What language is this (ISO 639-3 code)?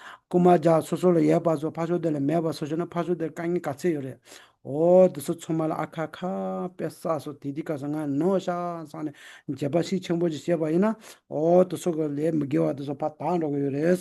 bod